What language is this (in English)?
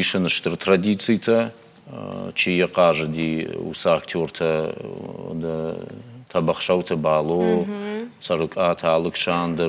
Ossetic